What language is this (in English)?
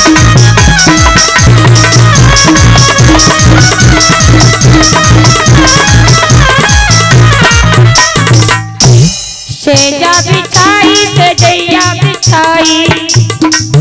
Bhojpuri